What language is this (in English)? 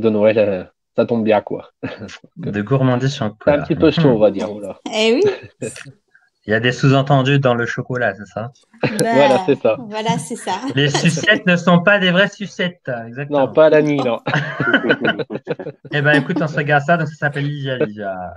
French